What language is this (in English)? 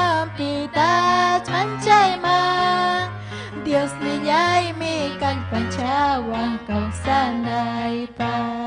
Ayacucho Quechua